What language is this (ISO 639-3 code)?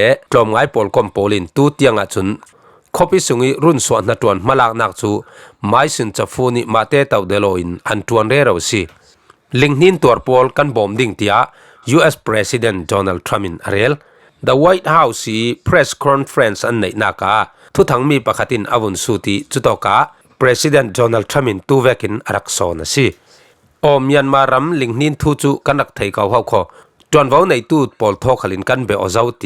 cfm